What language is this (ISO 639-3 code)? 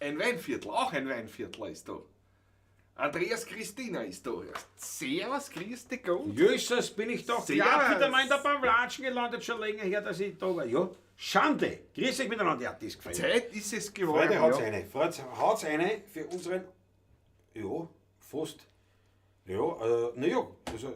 bar